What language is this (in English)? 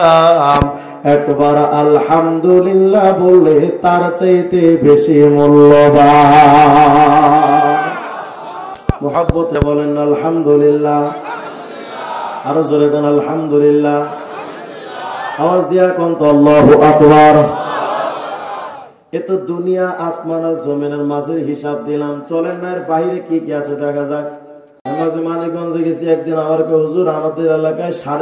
Bangla